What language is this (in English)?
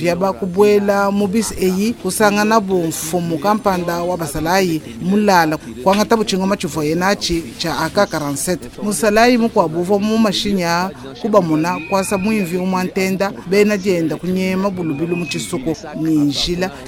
Luba-Lulua